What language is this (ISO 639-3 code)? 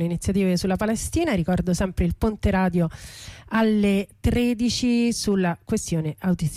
ita